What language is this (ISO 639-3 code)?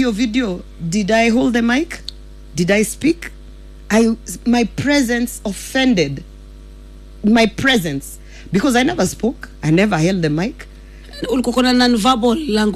swa